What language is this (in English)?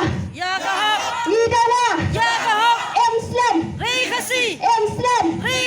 Khasi